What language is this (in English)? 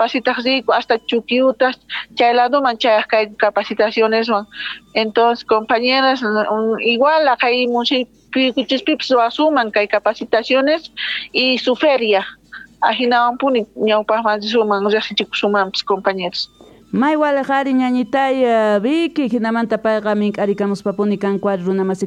Quechua